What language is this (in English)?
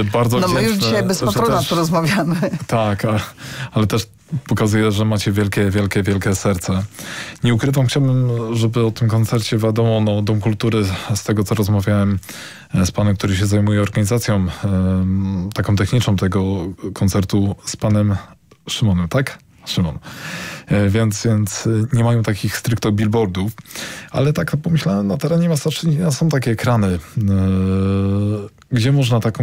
Polish